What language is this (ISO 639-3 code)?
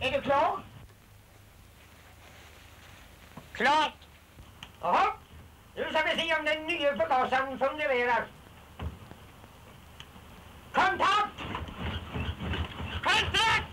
swe